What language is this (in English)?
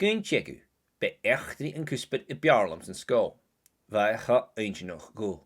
Scottish Gaelic